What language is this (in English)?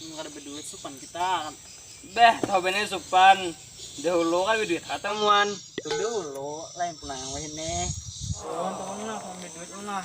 Banjar